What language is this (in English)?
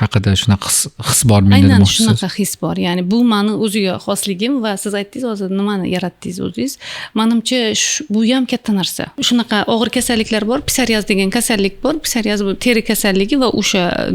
Uzbek